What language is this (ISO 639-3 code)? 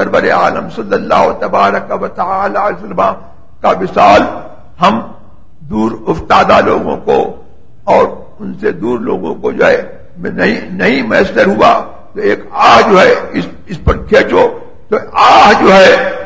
urd